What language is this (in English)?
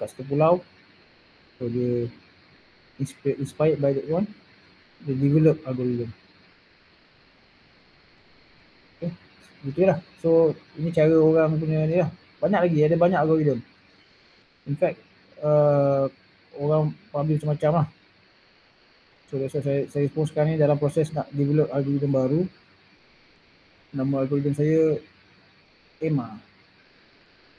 Malay